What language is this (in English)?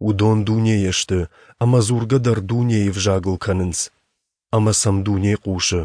Ossetic